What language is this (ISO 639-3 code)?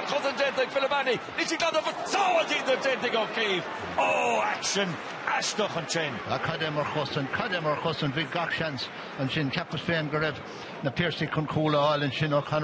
gle